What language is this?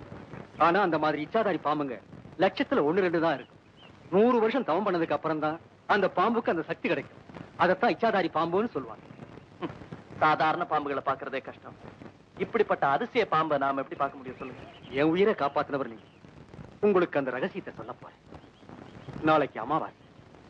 Tamil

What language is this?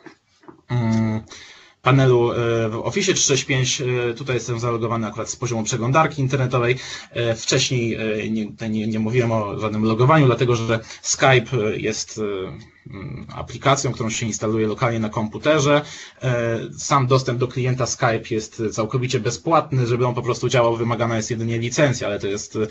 Polish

